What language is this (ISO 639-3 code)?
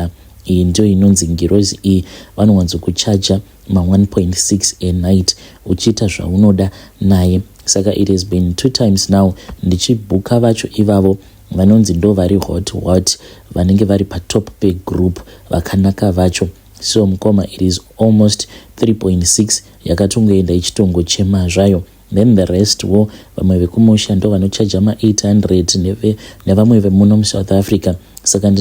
sna